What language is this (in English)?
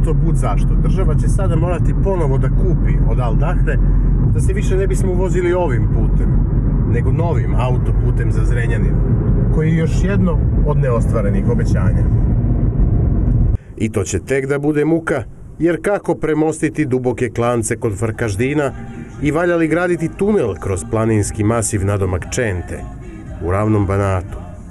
Serbian